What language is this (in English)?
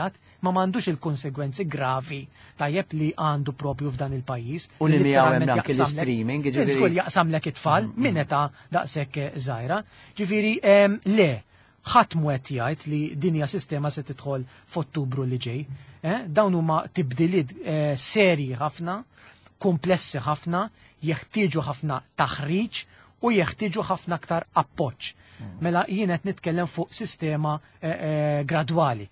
Maltese